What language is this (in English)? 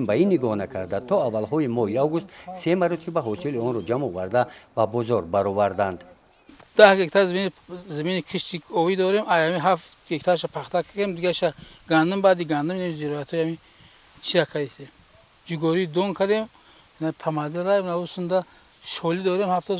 Tajik